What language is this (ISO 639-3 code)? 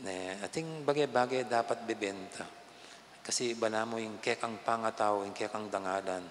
pam